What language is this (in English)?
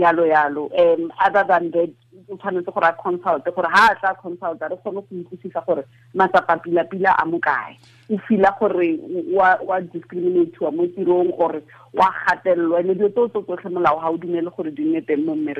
Tswana